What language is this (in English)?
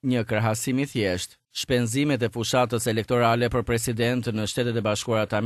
Albanian